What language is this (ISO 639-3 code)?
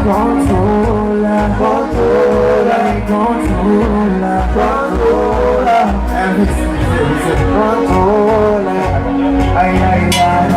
pap